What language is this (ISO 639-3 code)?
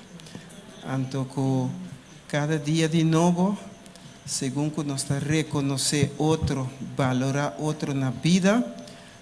pap